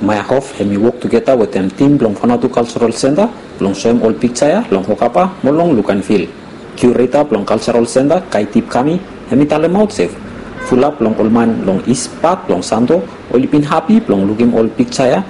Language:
Bislama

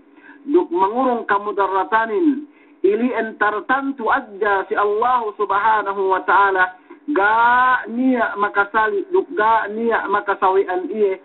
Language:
Yakan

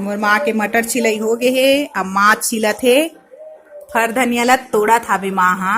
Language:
Chhattisgarhi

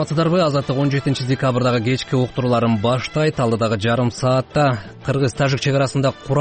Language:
Kyrgyz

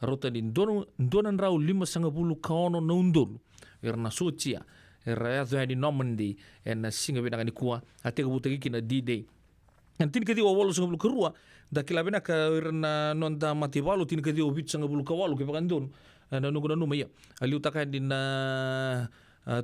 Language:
Fijian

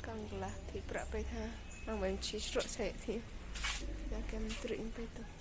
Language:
Riang (India)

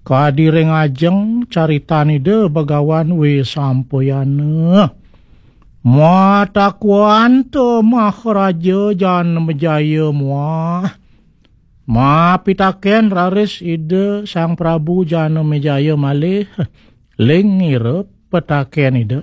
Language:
Balinese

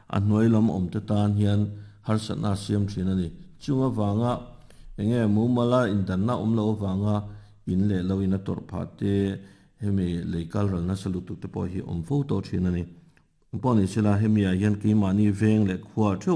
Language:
Mizo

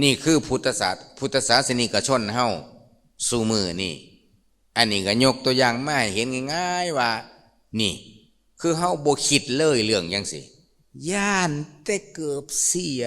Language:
Lao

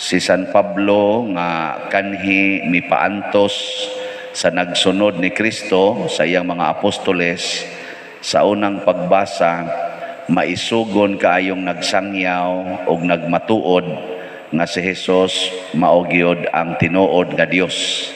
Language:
Cebuano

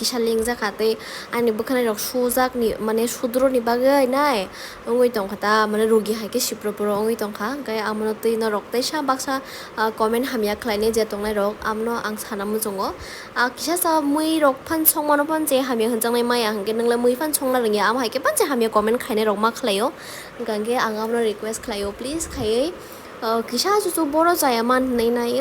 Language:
Kok Borok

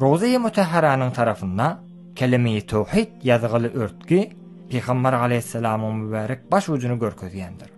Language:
Turkmen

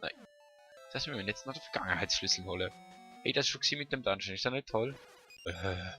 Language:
Swiss German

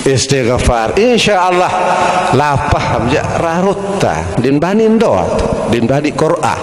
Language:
Sasak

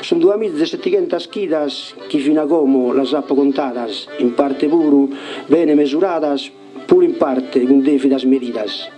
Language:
Sardinian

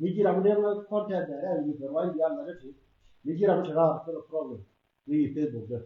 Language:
Nuer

